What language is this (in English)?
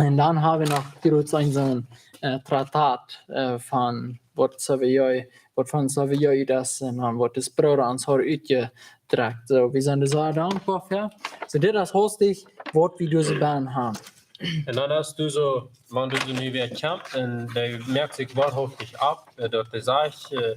Plautdietsch